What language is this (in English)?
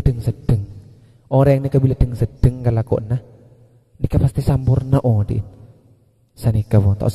Madurese